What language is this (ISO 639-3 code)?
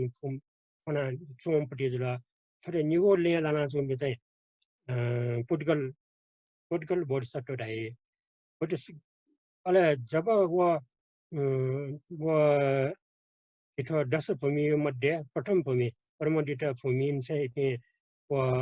new